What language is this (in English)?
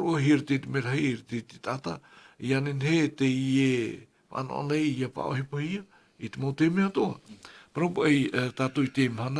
Tahitian